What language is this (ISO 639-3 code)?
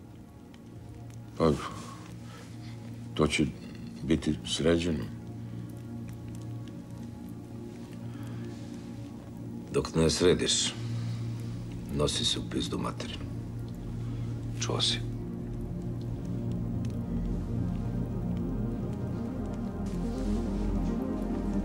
srp